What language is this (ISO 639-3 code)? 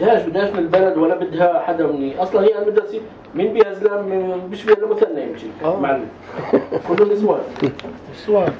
apc